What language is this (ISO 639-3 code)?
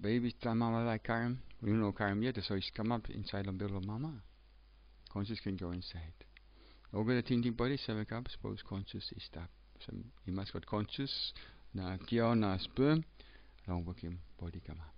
tpi